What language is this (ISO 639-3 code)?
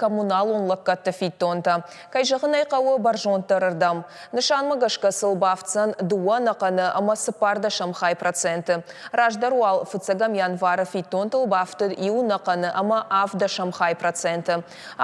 oss